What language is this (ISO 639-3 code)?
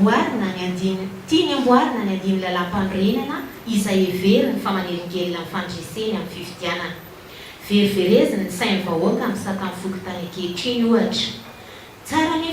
mlg